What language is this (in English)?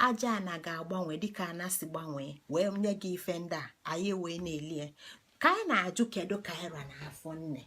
Igbo